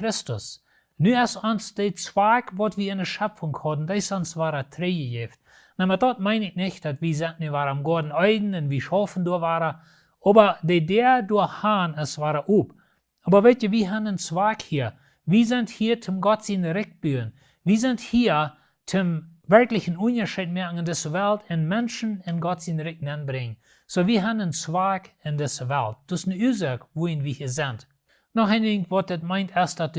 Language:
Plautdietsch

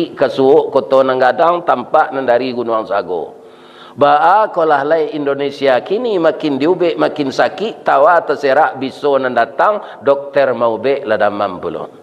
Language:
Minangkabau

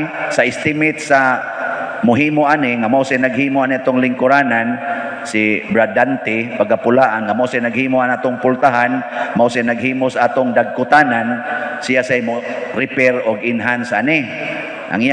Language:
Cebuano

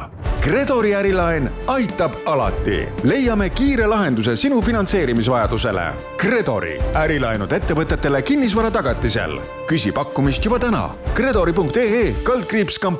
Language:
Estonian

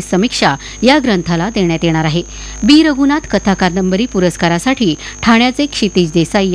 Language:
Marathi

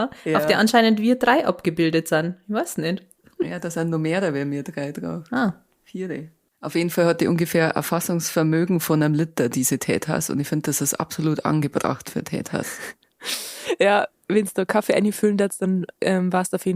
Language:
Bavarian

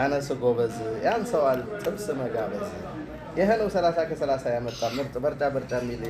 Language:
Amharic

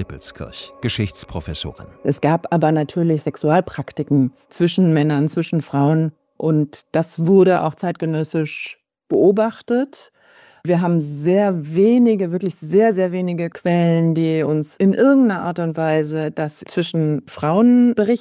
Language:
German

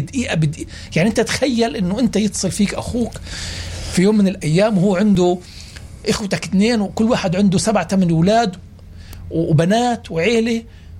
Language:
North Levantine Arabic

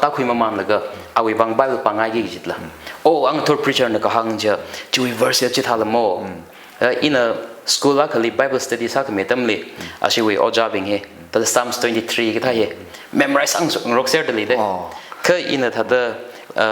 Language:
Tangkhul Naga (India)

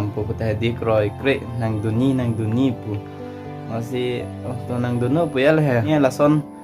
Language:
Karbi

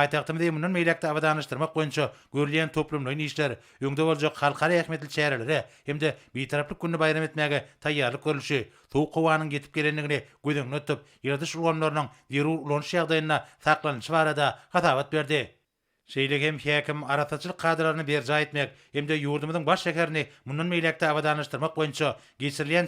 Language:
Turkmen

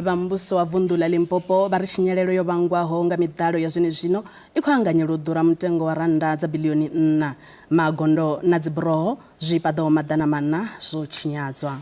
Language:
Venda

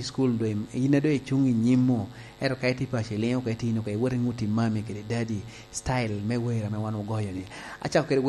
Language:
Lango (Uganda)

